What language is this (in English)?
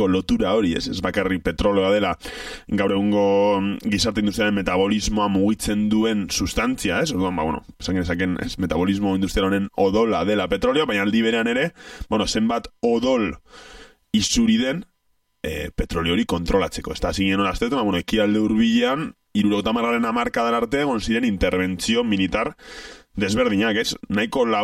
Basque